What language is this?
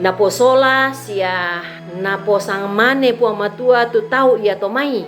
Toraja-Sa'dan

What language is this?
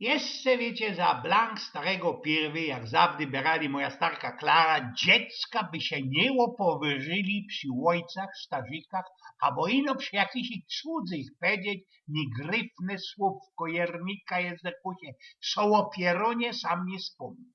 Silesian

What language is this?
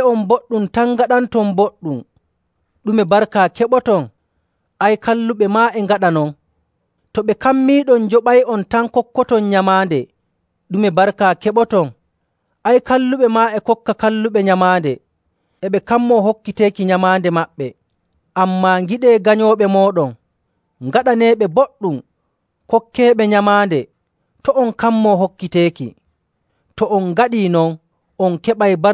Nigerian Fulfulde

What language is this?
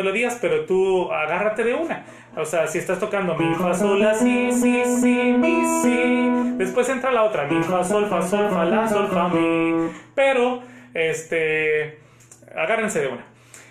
Spanish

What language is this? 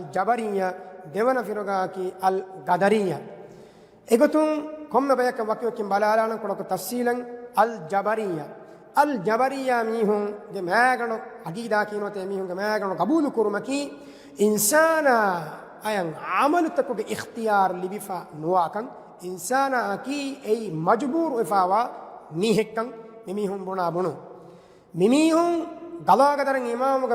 Divehi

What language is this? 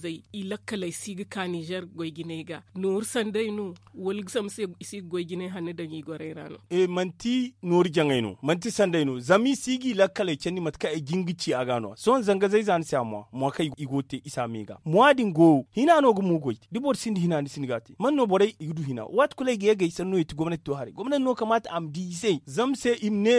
Zarma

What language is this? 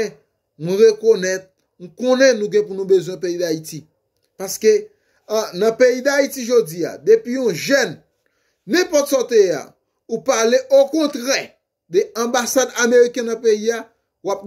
Haitian Creole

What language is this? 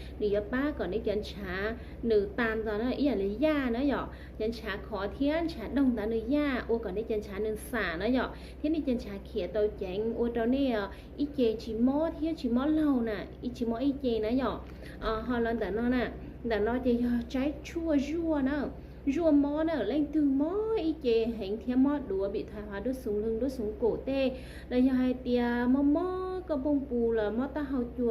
Hmong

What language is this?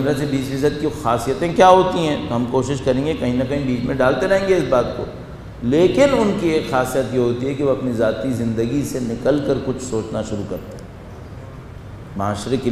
Urdu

